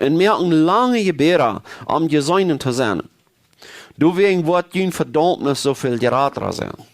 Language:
Plautdietsch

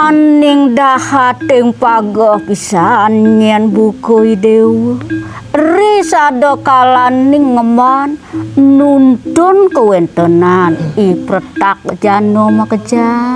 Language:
Balinese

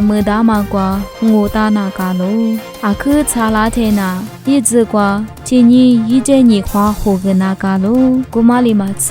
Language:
Lisu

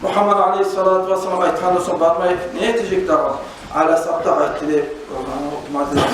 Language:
Kumyk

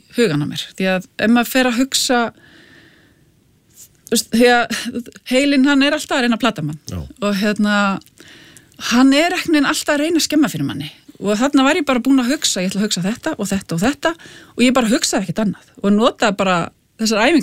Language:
Icelandic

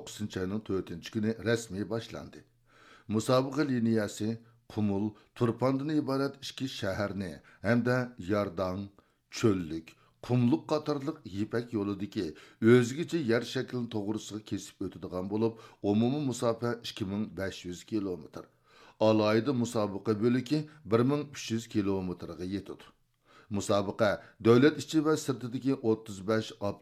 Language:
Uyghur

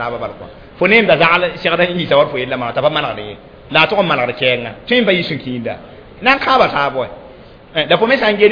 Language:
Mossi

